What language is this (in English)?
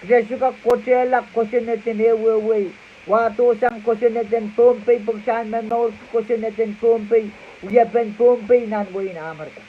Pohnpeian